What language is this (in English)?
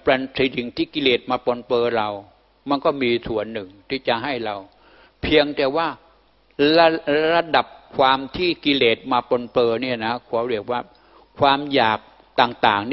Thai